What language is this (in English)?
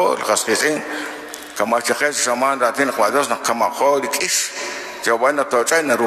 Kekchí